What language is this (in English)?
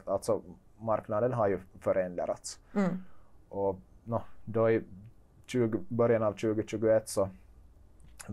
Swedish